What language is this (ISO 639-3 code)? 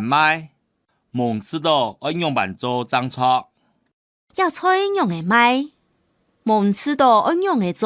hak